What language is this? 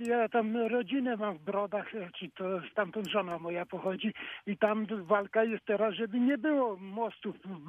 Polish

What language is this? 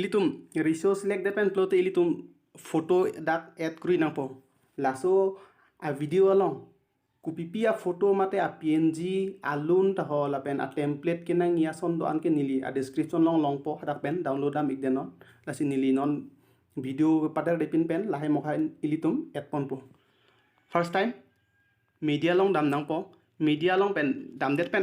Karbi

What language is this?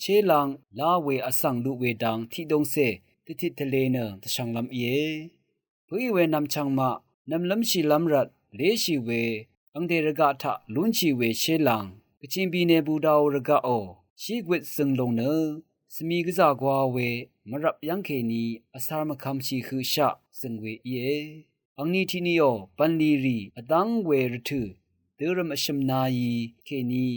Rawang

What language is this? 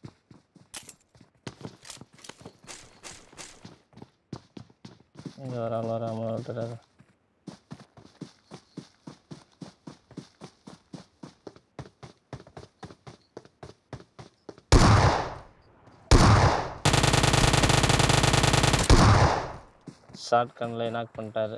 Tamil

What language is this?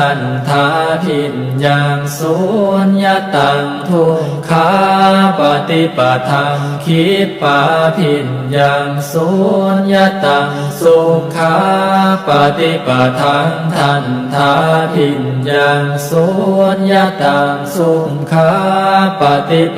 Pali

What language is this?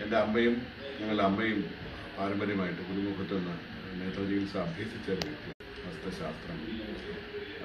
Malayalam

